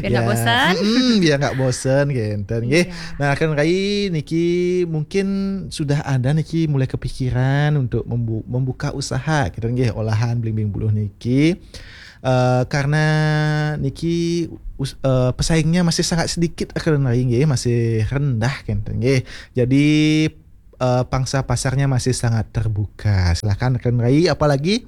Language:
Balinese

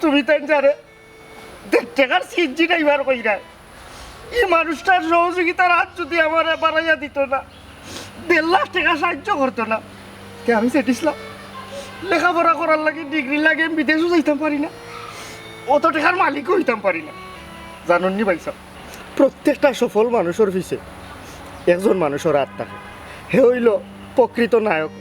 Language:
Sylheti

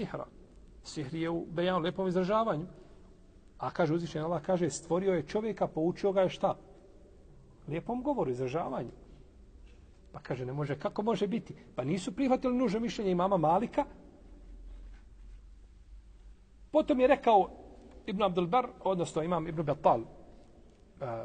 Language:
Bosnian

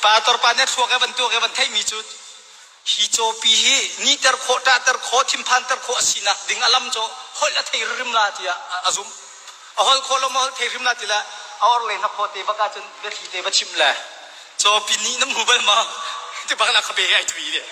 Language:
Hakha Chin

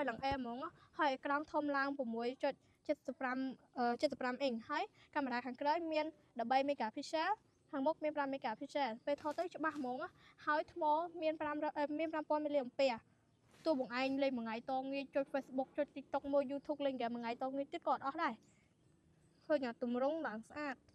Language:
Khmer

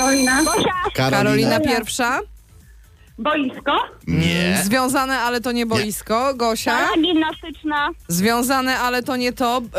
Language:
Polish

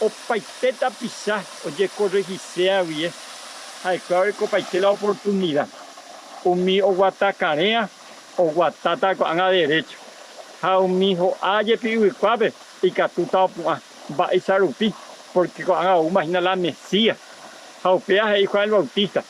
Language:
Guarani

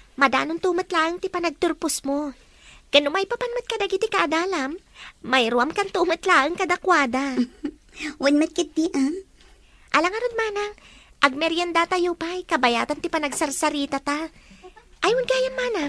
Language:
Iloko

